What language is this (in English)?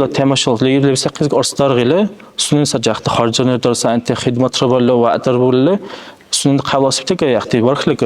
Dargwa